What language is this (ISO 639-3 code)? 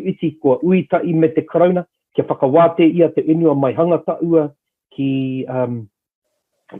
mri